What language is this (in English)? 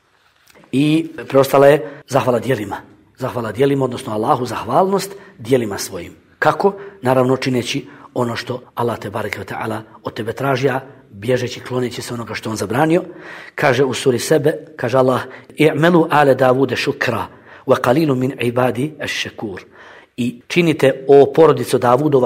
Bosnian